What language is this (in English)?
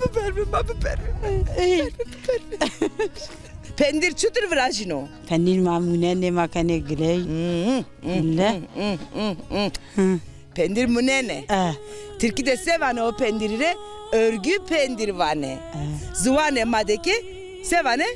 Zaza